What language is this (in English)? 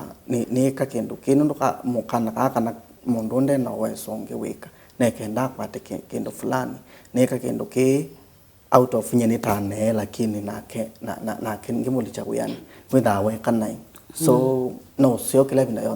Kamba